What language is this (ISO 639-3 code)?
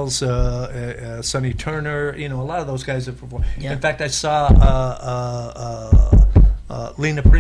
eng